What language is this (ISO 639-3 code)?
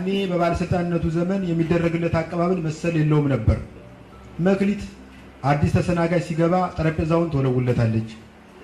amh